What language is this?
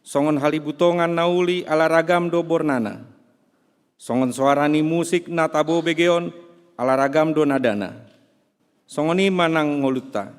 Batak Toba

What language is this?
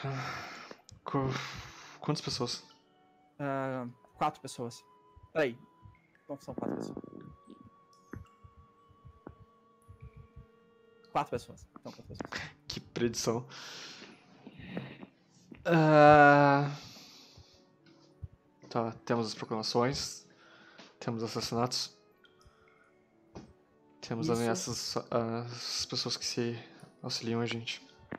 Portuguese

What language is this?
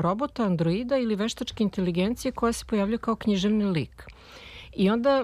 Serbian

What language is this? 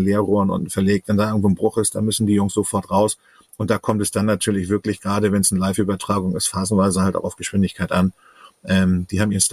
German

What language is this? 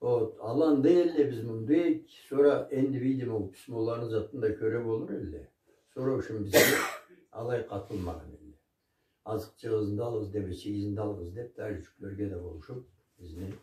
Karachay-Balkar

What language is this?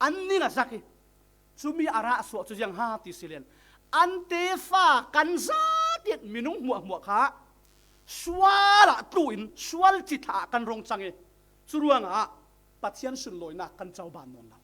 Falam Chin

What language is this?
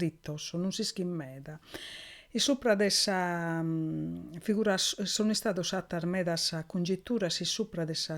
Sardinian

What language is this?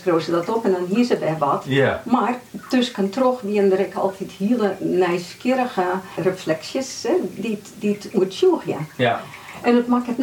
Western Frisian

